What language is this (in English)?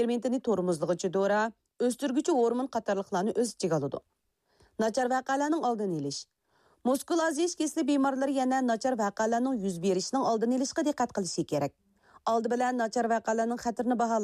Uyghur